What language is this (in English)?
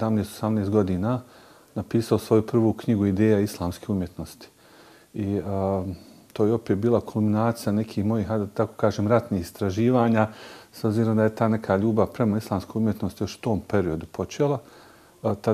Bosnian